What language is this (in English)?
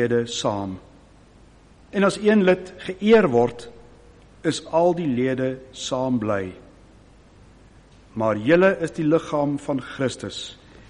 Afrikaans